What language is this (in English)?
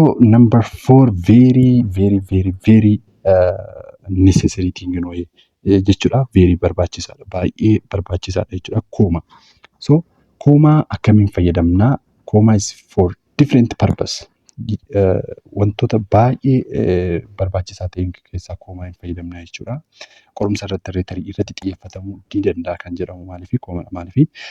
Oromo